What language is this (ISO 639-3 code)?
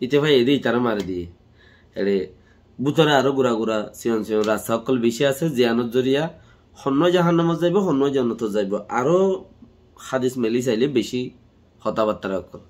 rhg